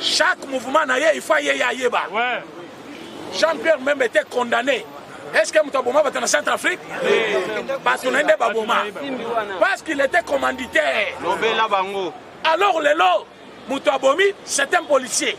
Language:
Lingala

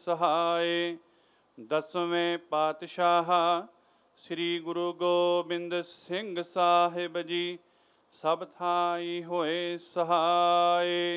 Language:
Punjabi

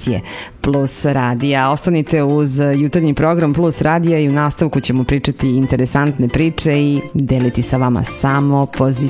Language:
Serbian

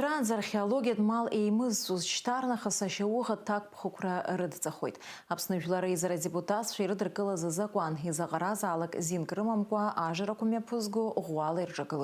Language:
Abkhazian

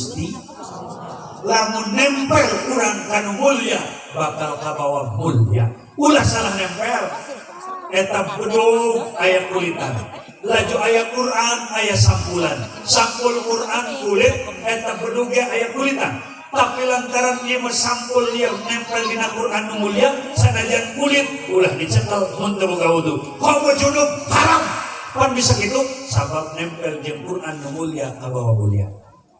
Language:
Sundanese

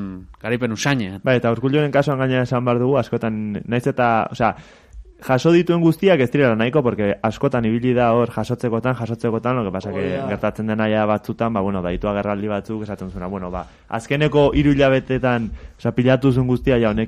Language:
Basque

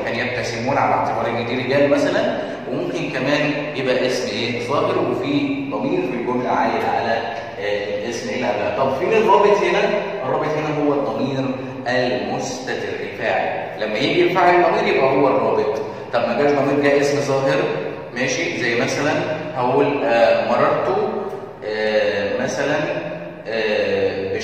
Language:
Egyptian Arabic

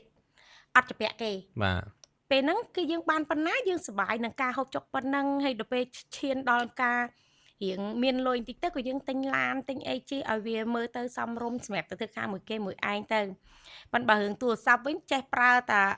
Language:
Khmer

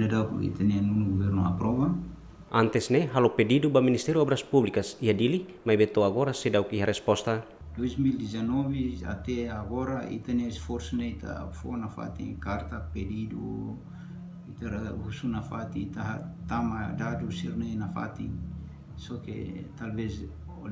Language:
Tetum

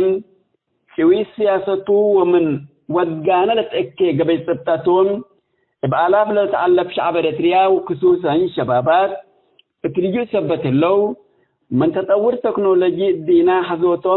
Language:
Tigre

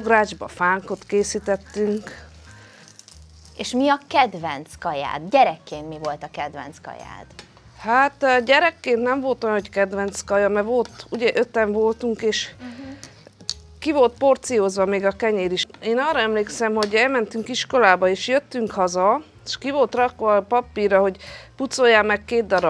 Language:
Hungarian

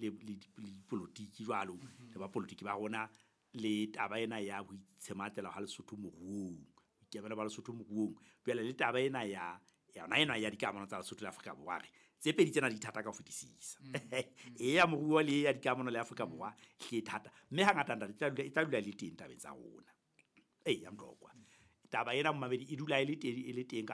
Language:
Southern Sotho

